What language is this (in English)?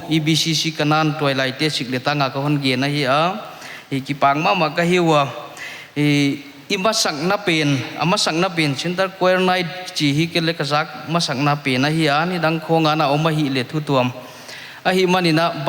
Paite Chin